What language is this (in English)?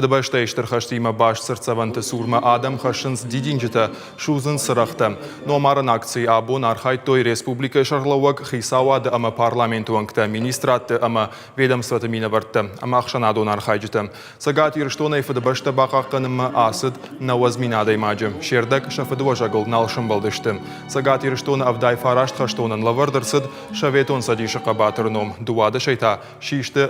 Ossetic